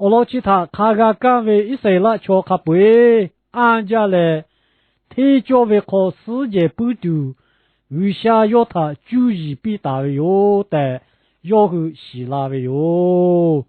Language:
Lahu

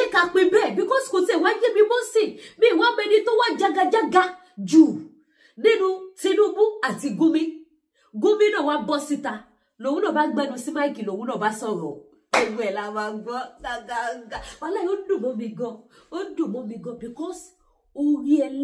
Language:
Yoruba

